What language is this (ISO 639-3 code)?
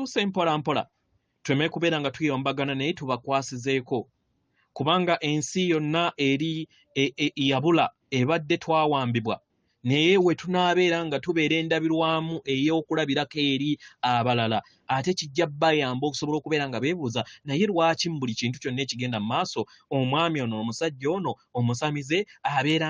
lug